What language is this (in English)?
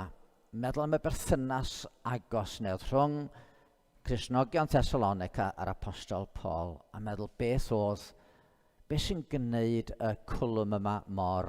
Welsh